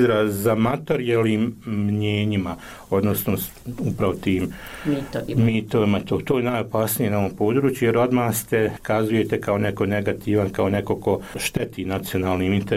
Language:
Bosnian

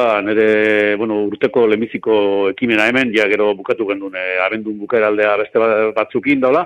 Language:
Basque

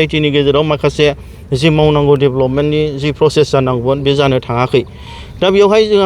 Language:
Bodo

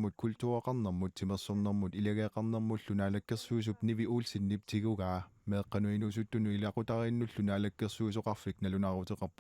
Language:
Kalaallisut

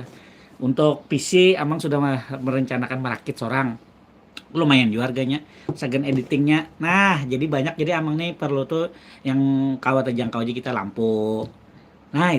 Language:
Banjar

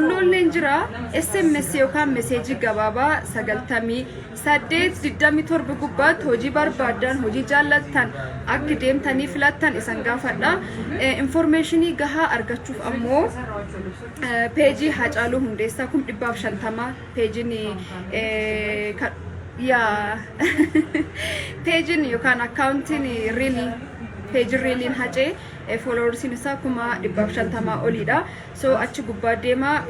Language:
Oromo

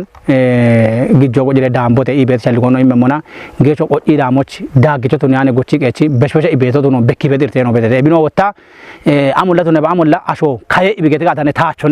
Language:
Kafa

